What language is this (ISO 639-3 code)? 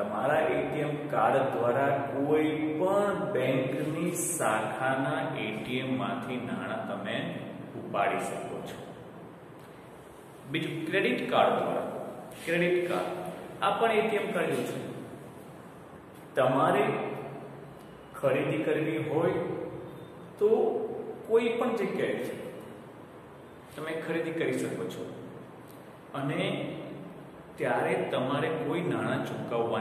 guj